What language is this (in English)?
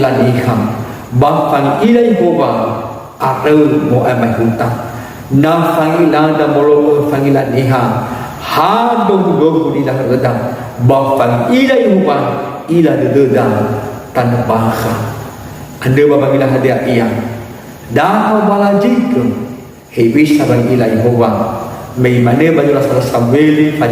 Nias